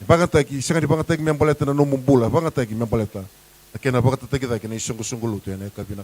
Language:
Fijian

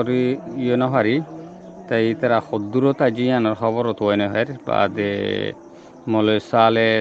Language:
Rohingya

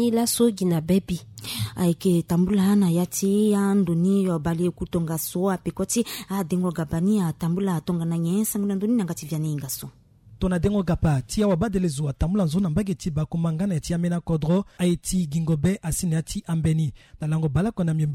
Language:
Sango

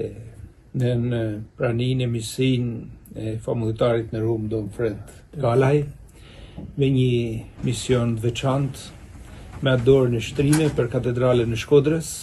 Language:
Albanian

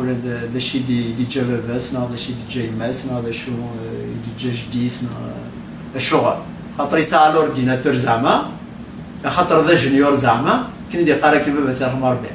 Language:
Kabyle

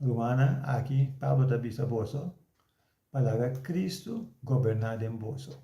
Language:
Papiamento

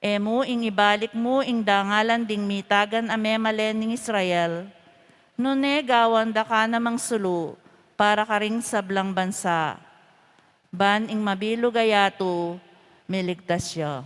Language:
Pampanga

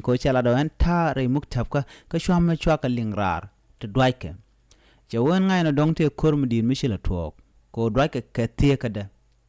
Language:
Nuer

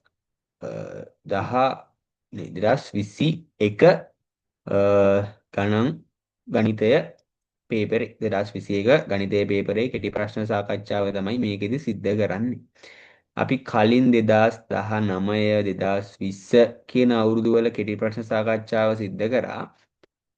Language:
Sinhala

